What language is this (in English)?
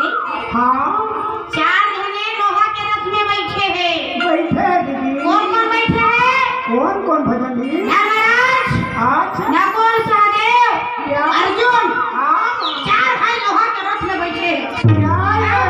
Chhattisgarhi